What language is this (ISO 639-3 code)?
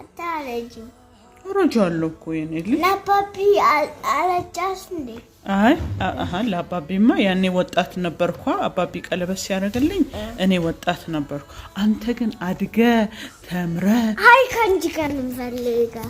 amh